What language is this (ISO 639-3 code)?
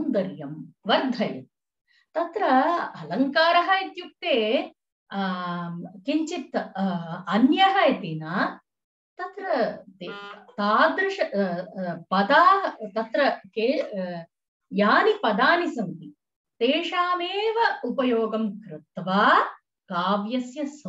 san